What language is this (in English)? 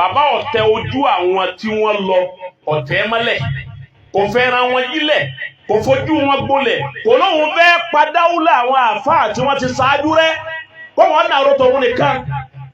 Yoruba